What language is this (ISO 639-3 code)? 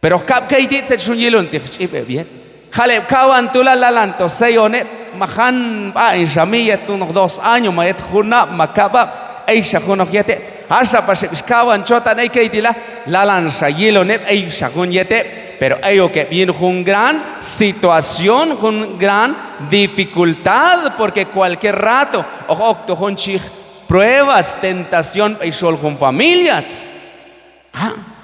kjb